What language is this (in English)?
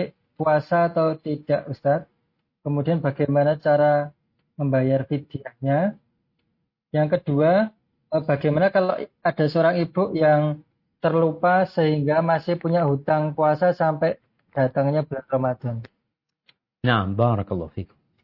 Indonesian